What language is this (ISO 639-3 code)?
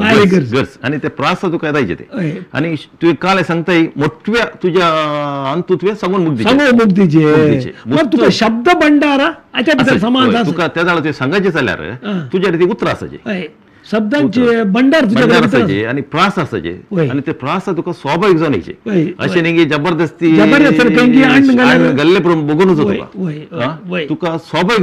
kok